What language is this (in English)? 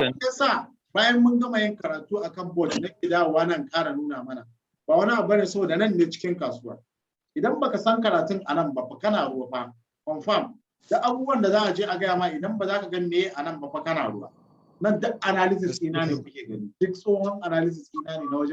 Hausa